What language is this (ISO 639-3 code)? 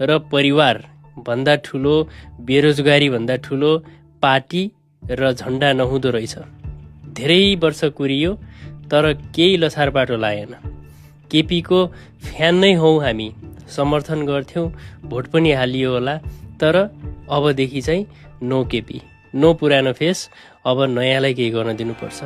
nep